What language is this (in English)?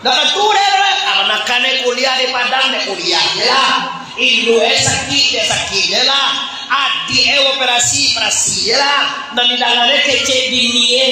Minangkabau